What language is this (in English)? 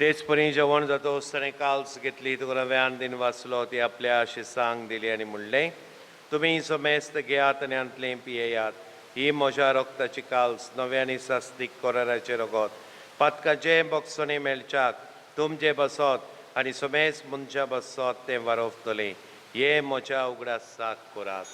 Konkani